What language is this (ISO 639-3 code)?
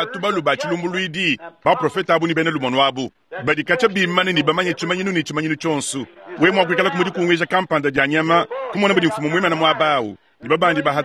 lua